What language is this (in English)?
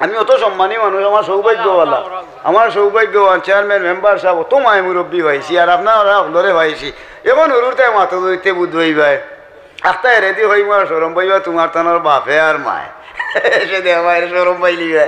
Sylheti